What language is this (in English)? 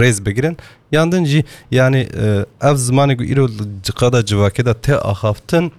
Kurdish